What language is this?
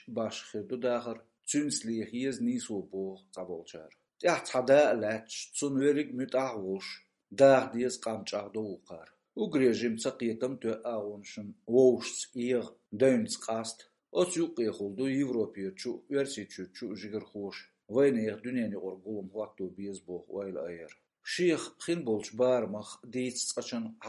Chechen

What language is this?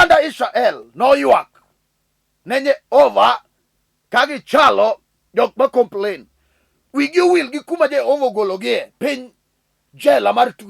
Luo (Kenya and Tanzania)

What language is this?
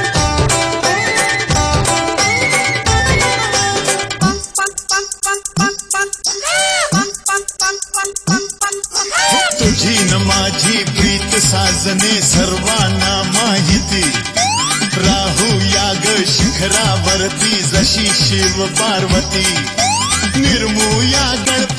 Marathi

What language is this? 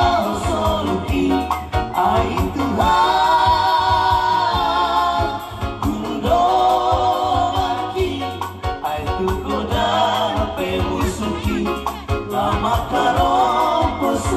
Batak Toba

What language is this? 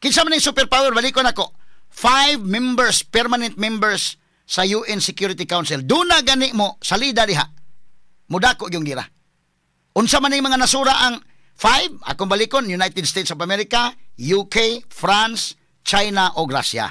Cebuano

